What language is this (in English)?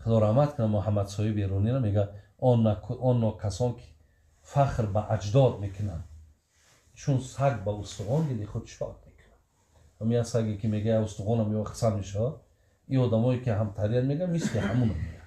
Tajik